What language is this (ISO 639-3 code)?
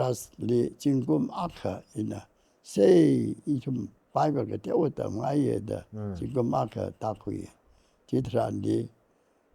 nmf